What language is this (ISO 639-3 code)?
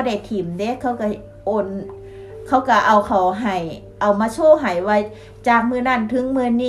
tts